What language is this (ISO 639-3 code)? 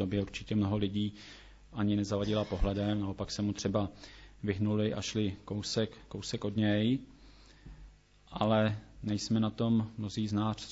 ces